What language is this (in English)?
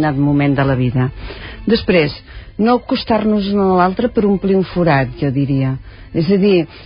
Catalan